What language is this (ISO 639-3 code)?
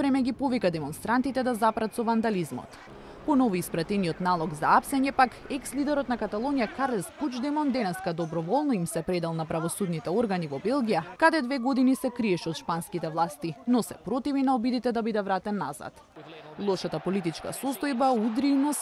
mkd